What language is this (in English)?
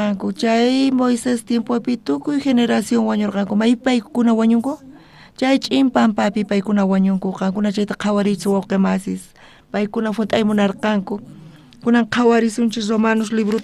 South Bolivian Quechua